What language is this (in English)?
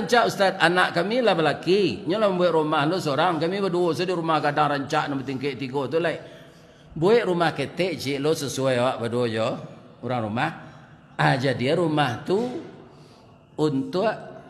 Minangkabau